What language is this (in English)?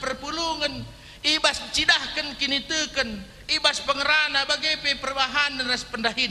Batak Karo